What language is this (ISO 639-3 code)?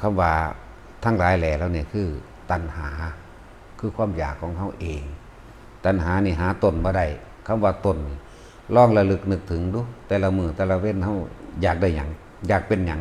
tts